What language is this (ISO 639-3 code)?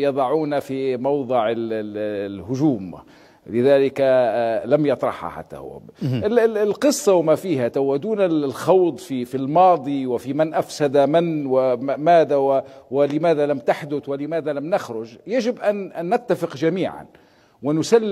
ara